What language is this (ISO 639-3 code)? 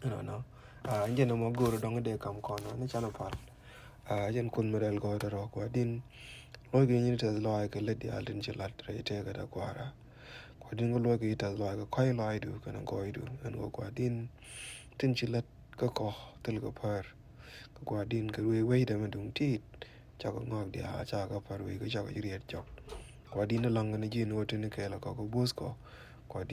nus